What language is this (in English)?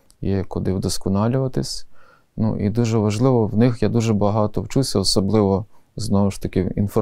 Ukrainian